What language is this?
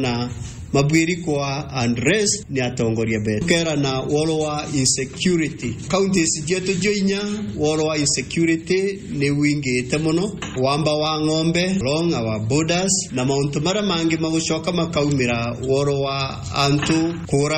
Meru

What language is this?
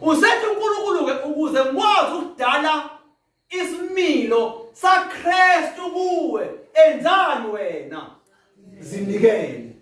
Zulu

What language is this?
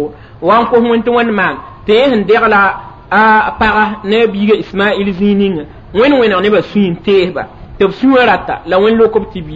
Mossi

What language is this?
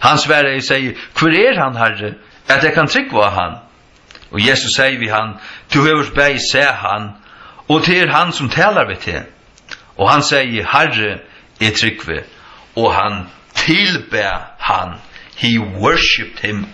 Faroese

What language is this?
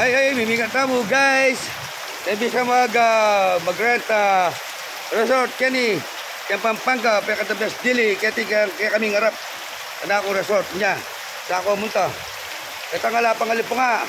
Pampanga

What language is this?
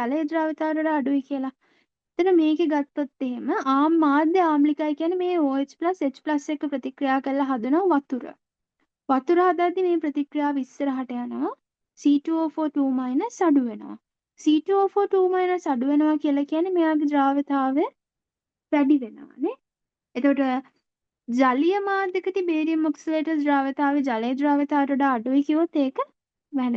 Sinhala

